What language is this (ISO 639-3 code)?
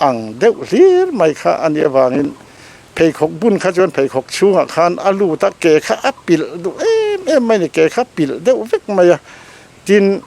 lus